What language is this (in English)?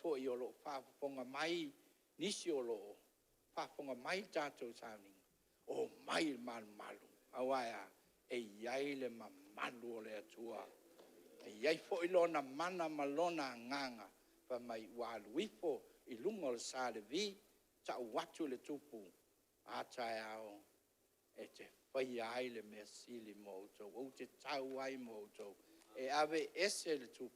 Samoan